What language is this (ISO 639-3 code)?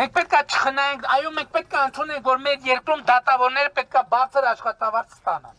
hye